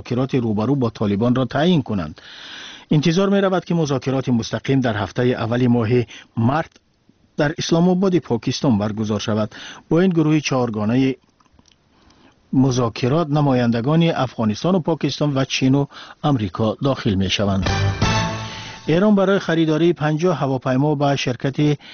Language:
Persian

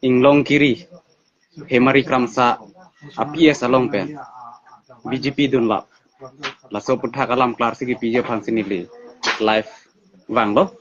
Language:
Karbi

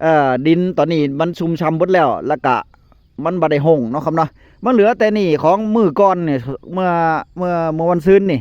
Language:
Northeastern Thai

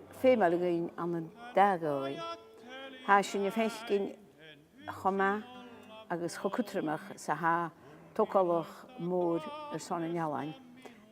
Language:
Scottish Gaelic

